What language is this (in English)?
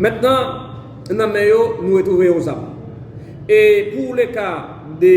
Haitian Creole